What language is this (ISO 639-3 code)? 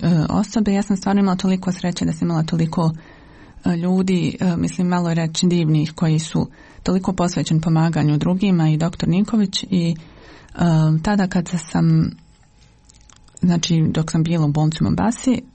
srp